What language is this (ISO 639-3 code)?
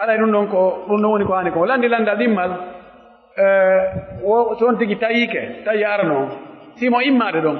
fuf